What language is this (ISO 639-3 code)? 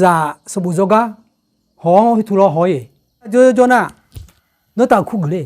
ahk